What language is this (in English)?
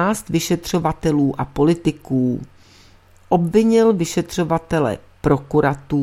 Czech